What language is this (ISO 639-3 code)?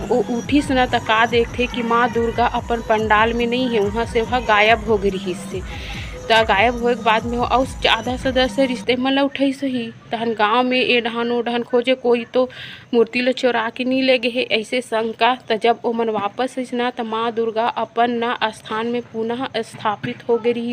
hne